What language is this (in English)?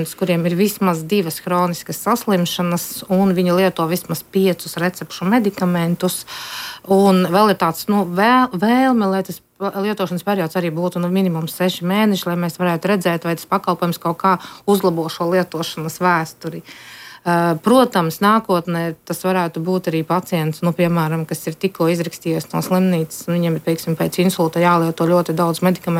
Latvian